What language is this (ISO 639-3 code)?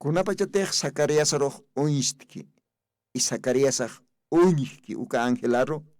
aym